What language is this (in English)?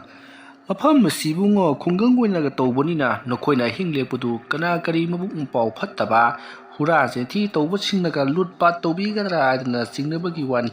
Manipuri